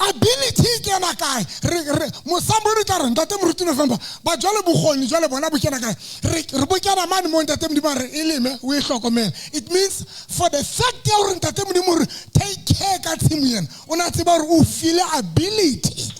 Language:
Southern Sotho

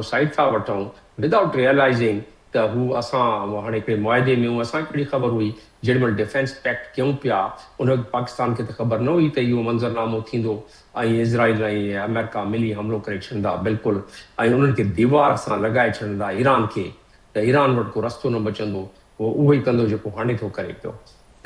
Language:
Sindhi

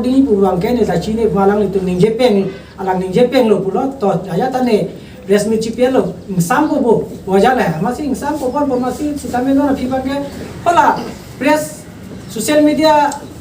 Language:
Karbi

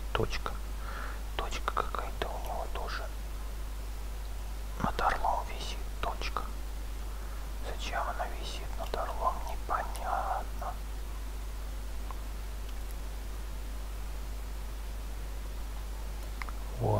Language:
Russian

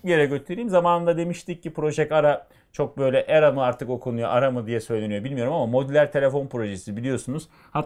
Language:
Turkish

